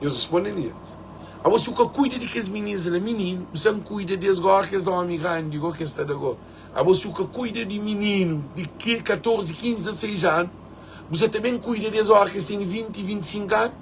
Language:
Kabuverdianu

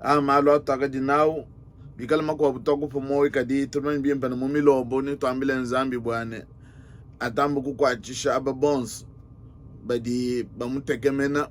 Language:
Luba-Lulua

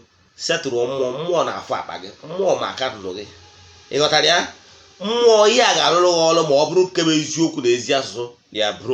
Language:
Igbo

